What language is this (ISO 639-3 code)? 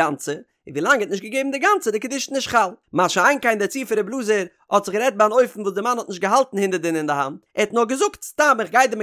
yid